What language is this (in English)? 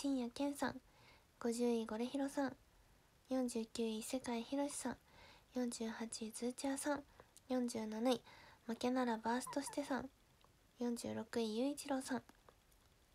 Japanese